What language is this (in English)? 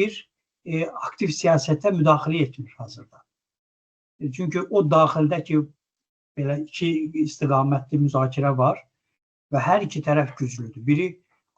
Azerbaijani